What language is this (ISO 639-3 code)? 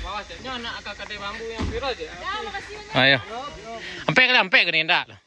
min